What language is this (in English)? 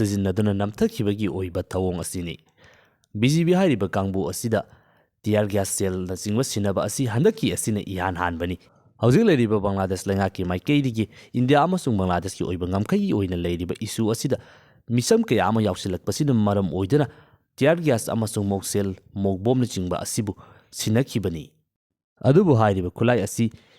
Manipuri